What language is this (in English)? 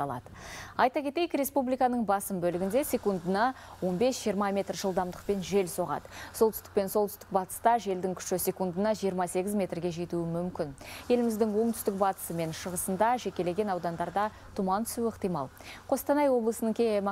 Kazakh